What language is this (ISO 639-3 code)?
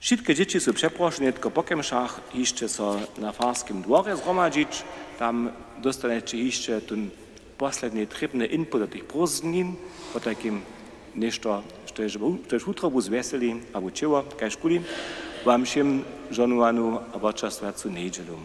hsb